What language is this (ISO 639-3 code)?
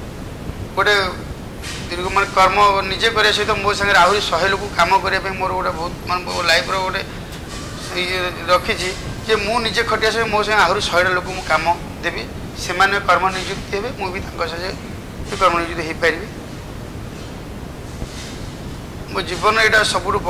ori